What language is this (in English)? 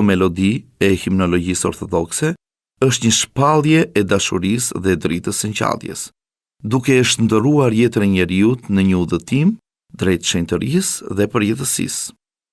Albanian